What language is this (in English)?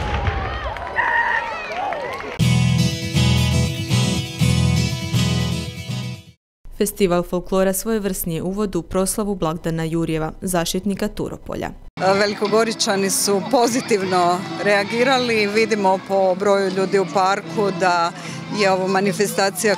Croatian